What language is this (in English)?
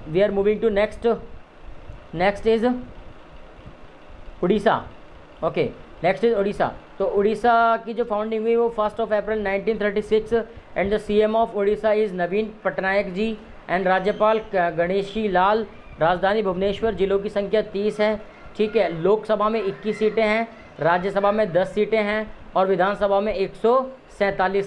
Hindi